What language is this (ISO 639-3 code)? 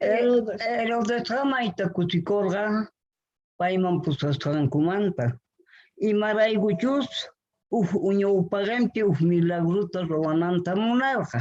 que